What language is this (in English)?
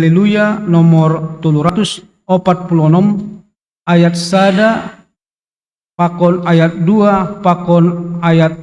Batak Simalungun